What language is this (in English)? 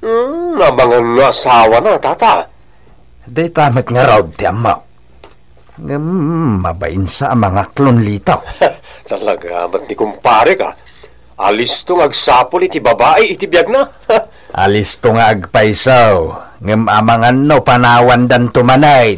Iloko